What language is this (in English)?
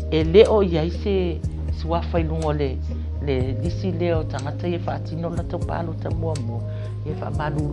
Samoan